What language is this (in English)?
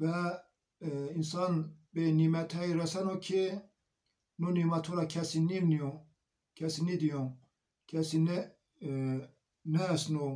Zaza